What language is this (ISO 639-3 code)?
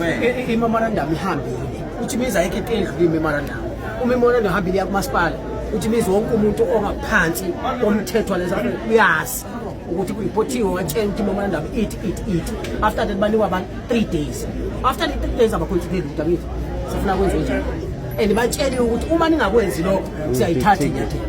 zul